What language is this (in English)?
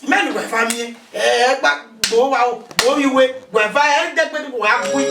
Bini